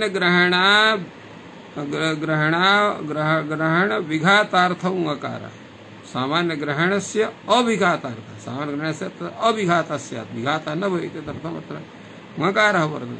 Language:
Sanskrit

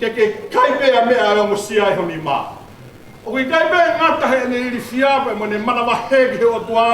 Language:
Tongan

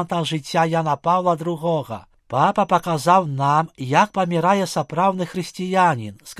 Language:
Belarusian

